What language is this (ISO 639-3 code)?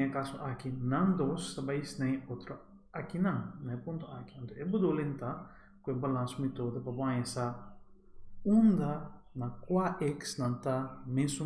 pap